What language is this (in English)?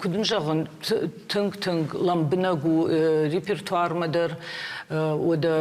Ossetic